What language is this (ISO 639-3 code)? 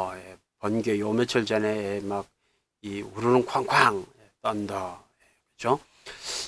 kor